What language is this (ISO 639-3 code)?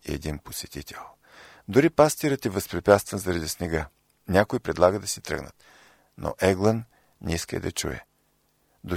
bul